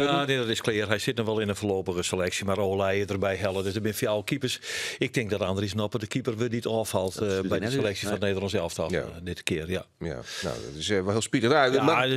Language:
Western Frisian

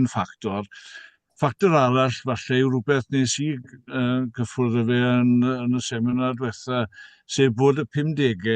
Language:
Welsh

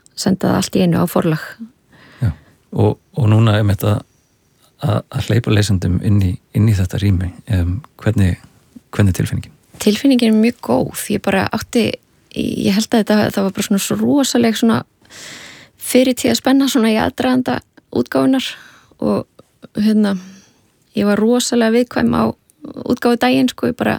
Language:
Icelandic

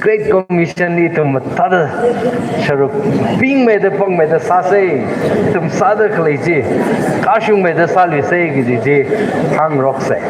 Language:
Tangkhul Naga (India)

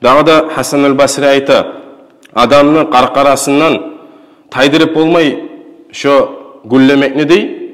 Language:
Kumyk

